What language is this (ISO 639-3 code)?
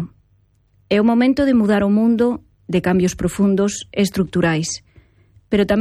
glg